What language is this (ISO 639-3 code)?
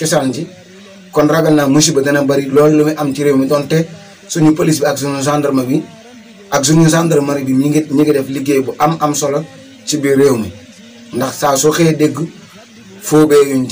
wol